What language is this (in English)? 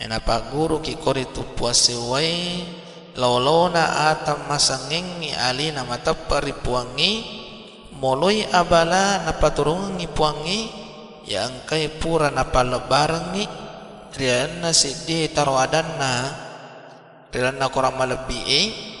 Buginese